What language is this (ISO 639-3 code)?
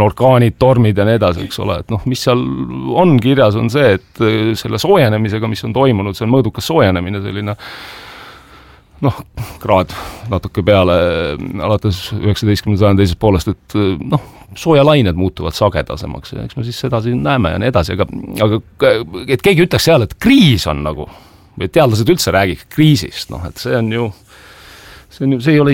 est